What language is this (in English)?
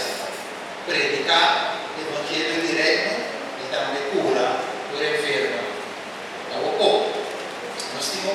Papiamento